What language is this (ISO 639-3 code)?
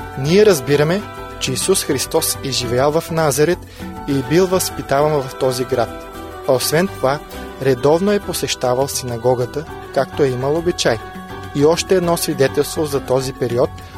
bul